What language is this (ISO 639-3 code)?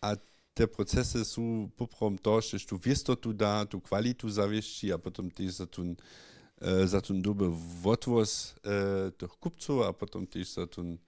hsb